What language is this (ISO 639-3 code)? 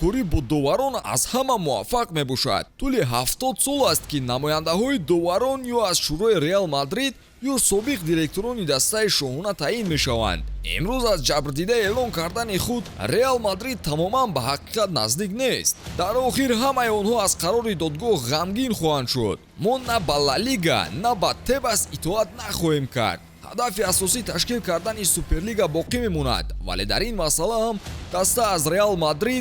tgk